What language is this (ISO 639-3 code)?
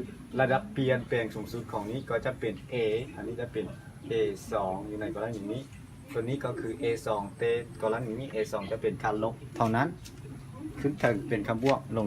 lao